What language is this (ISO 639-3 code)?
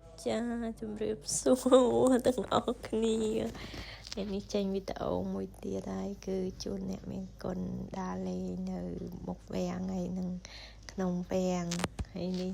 khm